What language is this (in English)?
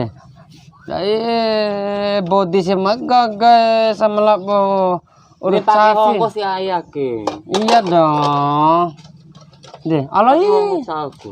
Bima